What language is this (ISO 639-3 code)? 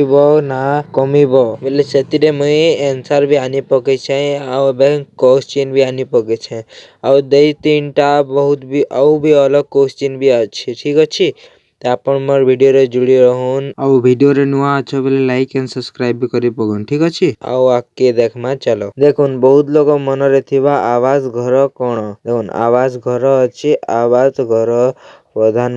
ori